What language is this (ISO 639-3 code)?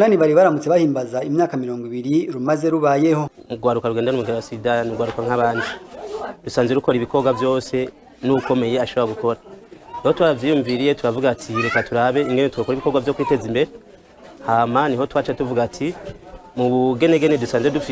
run